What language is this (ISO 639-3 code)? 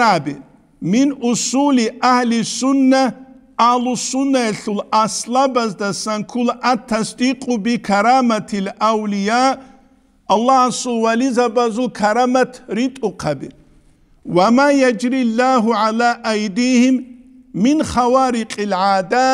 ava